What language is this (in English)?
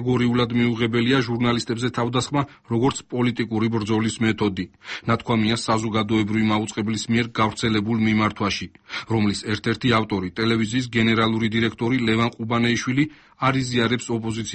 Georgian